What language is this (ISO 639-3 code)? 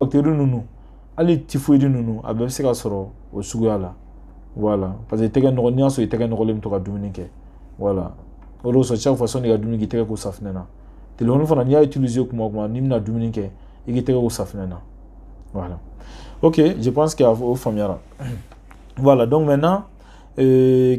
bam